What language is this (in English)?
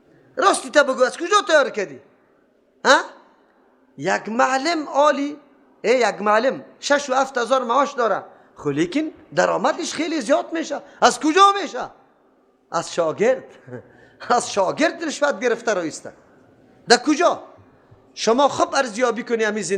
Persian